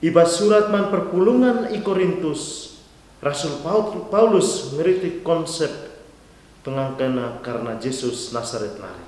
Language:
Batak Karo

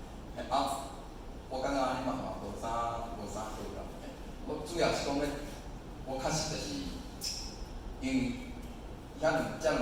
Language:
Min Nan Chinese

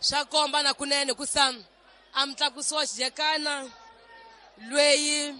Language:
Tsonga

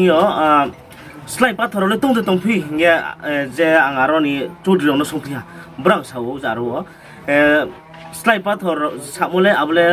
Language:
Riang (India)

